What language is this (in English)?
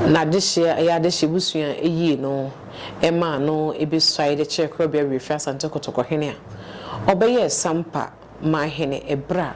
Akan